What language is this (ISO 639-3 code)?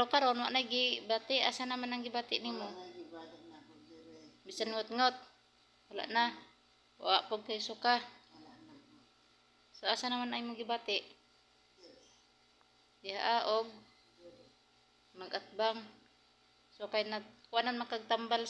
ceb